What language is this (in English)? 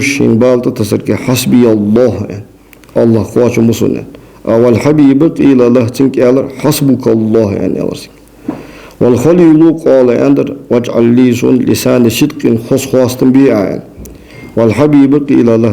Ingush